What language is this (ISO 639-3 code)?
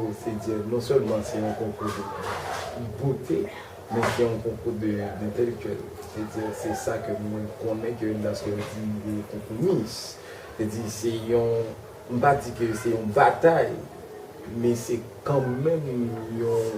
hat